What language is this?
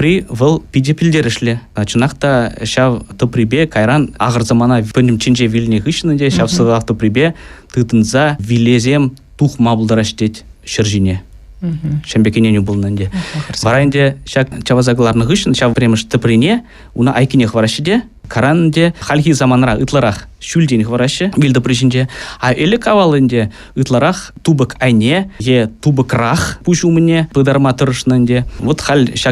Chuvash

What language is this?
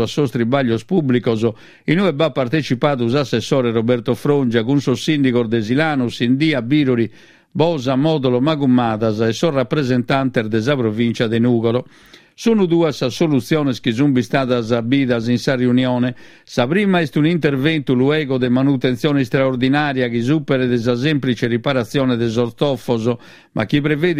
Sardinian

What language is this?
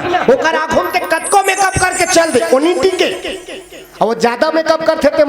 Chhattisgarhi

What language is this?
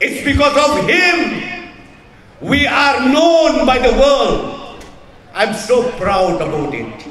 Garo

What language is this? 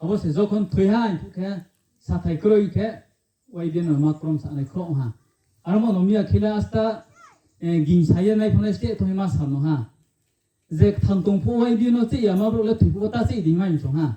Riang (India)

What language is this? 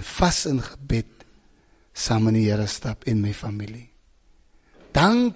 Afrikaans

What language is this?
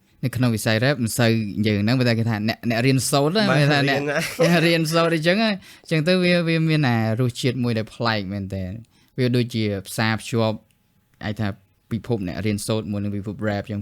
Khmer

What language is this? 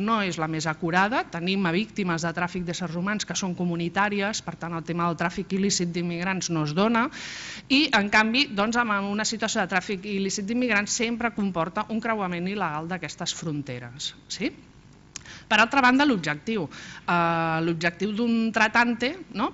Catalan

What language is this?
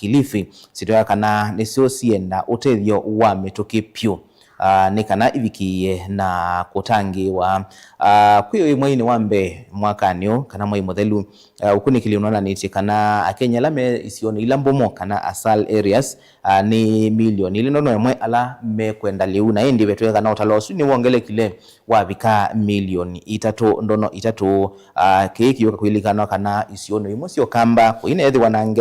Kamba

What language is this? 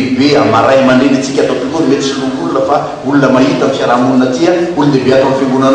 Malagasy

